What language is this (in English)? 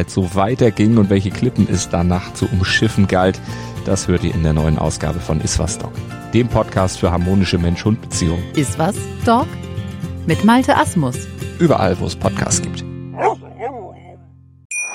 German